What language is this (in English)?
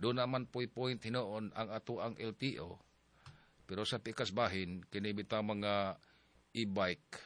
Cebuano